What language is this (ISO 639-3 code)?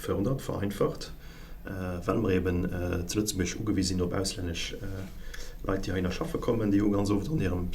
ltz